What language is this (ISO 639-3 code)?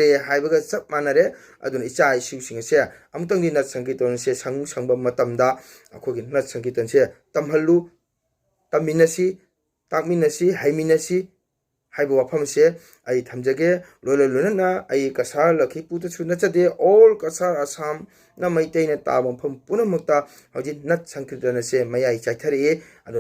mni